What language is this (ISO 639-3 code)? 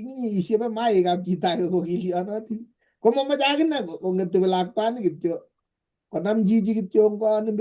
kln